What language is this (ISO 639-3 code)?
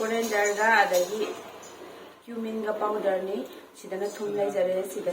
mni